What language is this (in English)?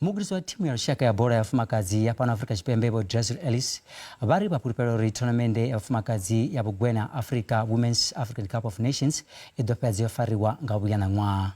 Venda